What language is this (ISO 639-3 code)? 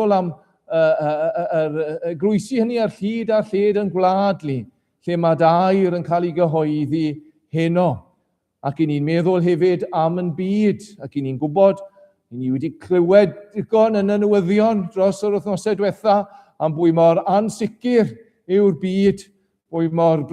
cym